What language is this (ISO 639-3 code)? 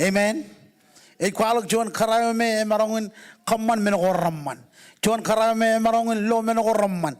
mah